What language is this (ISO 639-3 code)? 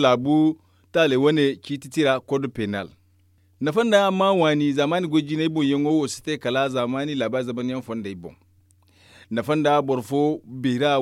dje